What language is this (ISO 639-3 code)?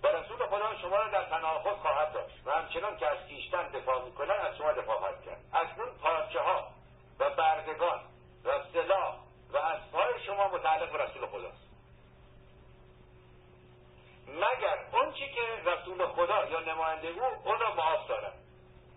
fas